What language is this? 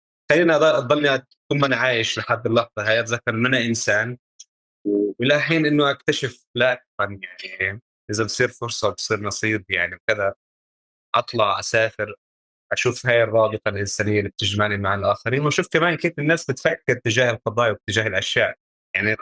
North Levantine Arabic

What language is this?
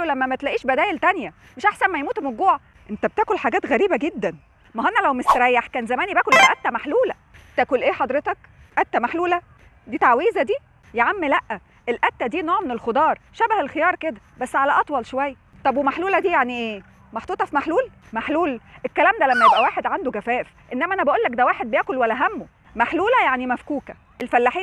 Egyptian Arabic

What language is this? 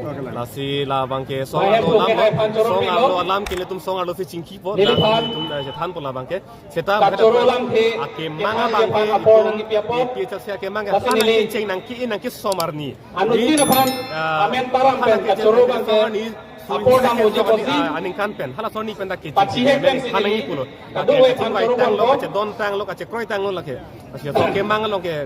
Karbi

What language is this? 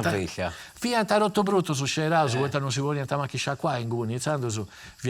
Sardinian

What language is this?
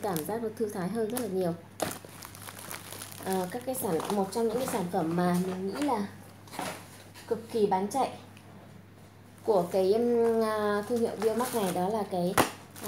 Vietnamese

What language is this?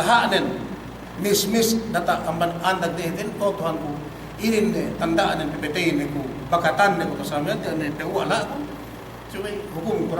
Yakan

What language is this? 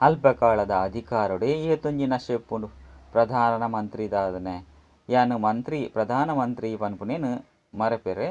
Tulu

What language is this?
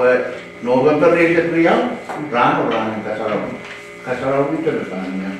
Pohnpeian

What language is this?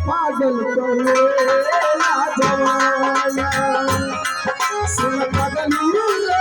Maithili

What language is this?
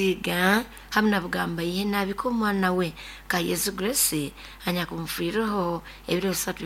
Nyoro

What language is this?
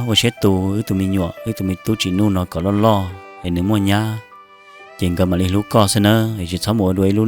Hmong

